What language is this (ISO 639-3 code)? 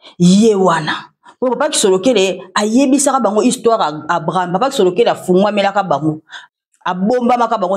lin